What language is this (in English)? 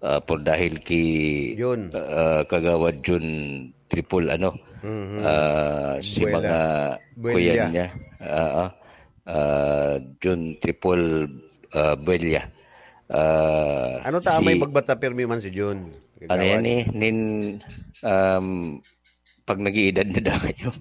Bikol